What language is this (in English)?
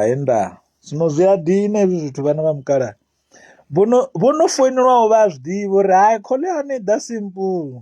Venda